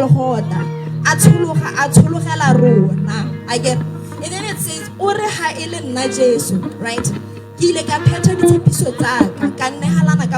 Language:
Tswana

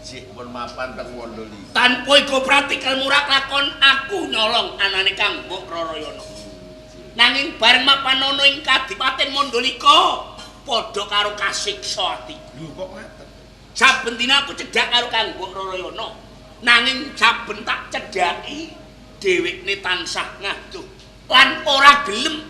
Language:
Javanese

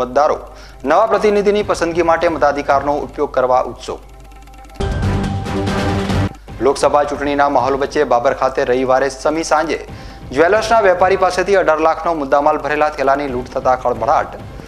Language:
Gujarati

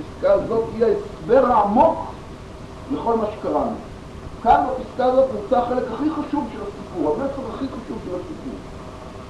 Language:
Hebrew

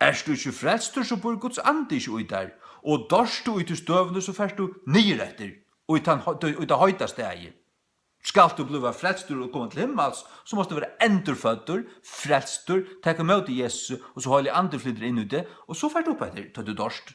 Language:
Faroese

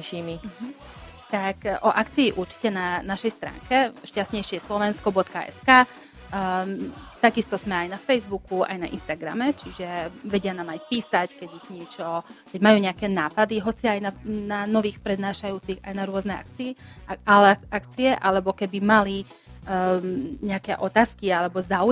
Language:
Slovak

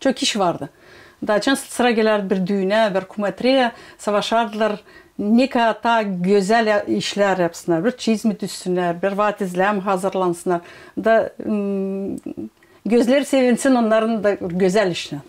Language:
Gagauz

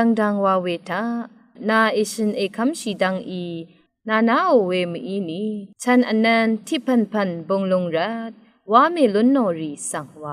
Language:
Rawang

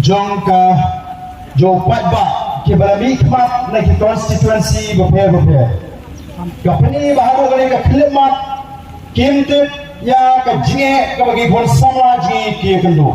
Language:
Khasi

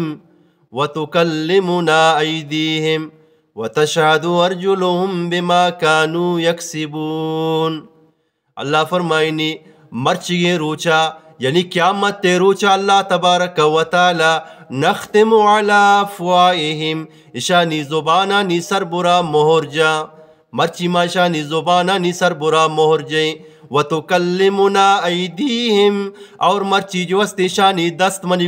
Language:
Eastern Balochi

